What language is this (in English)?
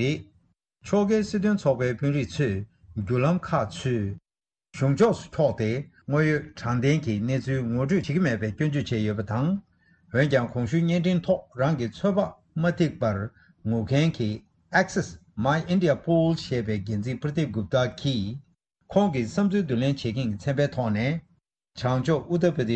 Tibetan